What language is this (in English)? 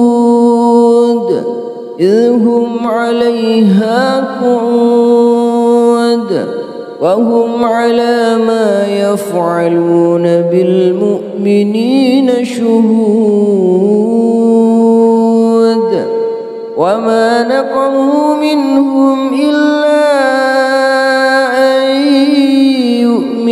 Arabic